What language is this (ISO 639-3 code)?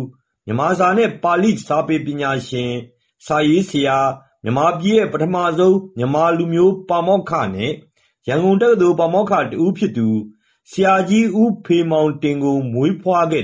mya